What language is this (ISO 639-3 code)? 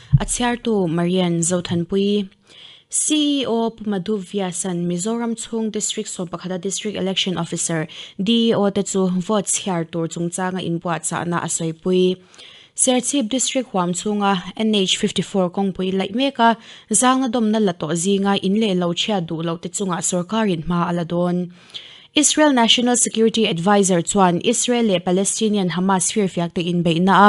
lus